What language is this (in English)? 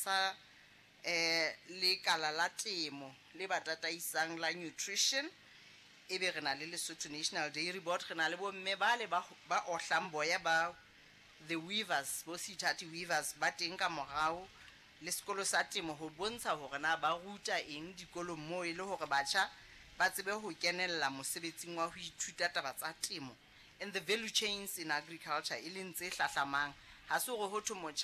Southern Sotho